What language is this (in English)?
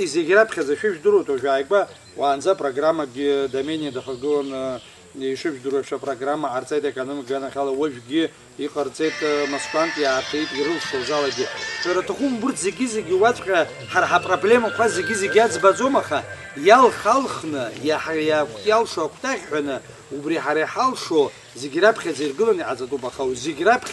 Abkhazian